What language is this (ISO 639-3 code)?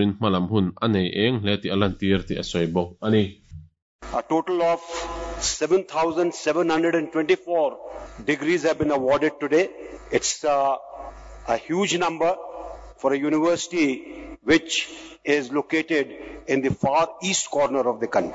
lus